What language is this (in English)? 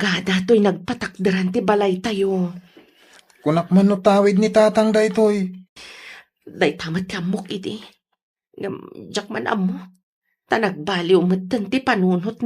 Iloko